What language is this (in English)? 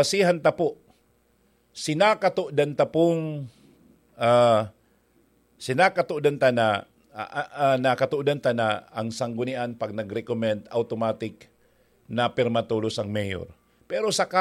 Bikol